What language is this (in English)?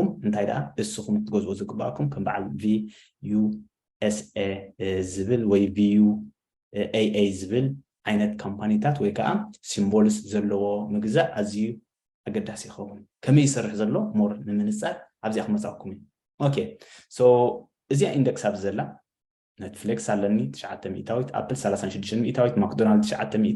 Tigrinya